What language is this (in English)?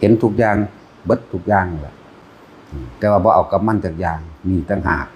Northeastern Thai